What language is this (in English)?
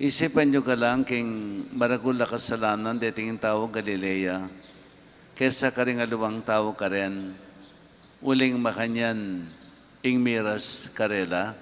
Pampanga